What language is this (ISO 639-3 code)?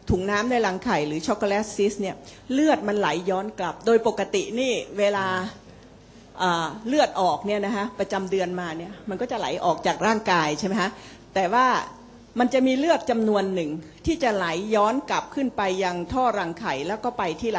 tha